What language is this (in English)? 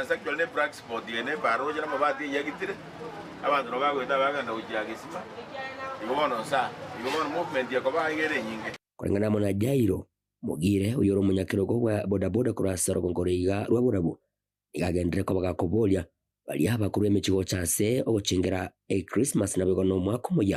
Gusii